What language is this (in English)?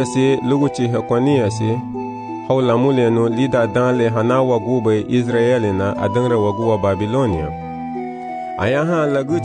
Garifuna